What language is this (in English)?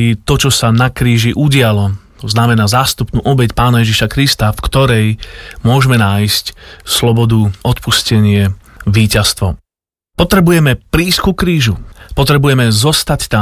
Slovak